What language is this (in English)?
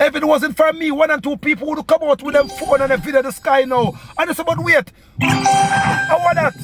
Jamaican Creole English